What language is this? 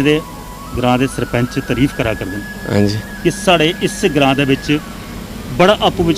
Dogri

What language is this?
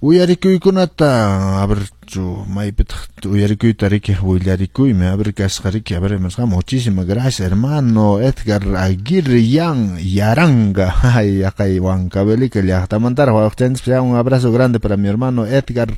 Quechua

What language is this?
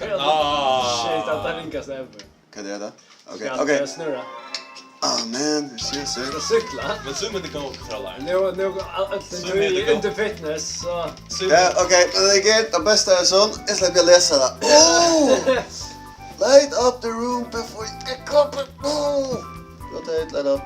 Faroese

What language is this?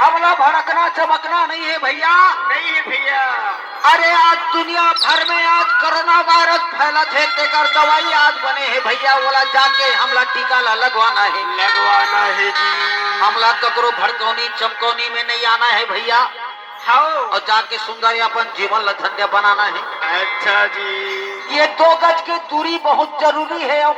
Chhattisgarhi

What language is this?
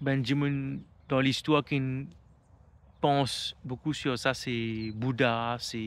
Morisyen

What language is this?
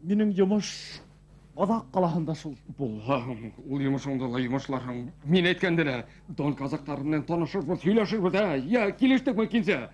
Bashkir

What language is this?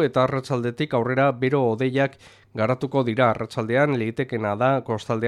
Basque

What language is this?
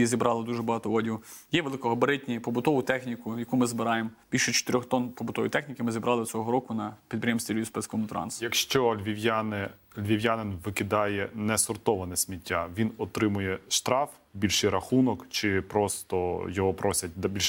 Ukrainian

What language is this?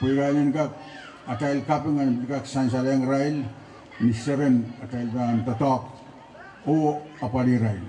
Pohnpeian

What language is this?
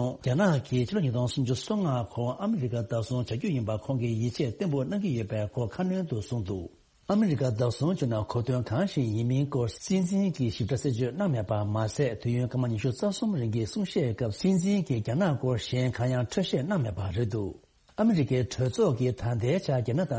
Tibetan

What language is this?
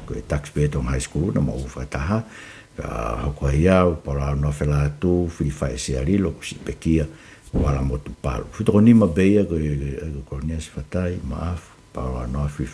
Tongan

